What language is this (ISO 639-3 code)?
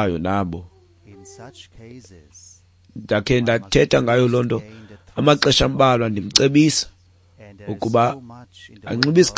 xho